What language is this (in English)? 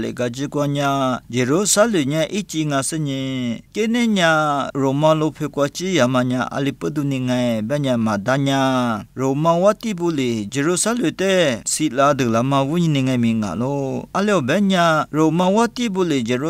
Lisu